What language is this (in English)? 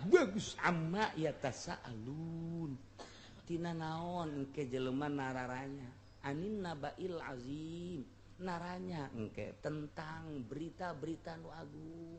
Sundanese